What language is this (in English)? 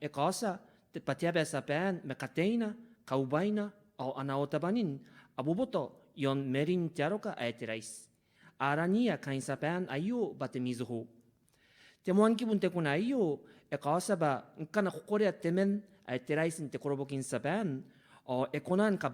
Gilbertese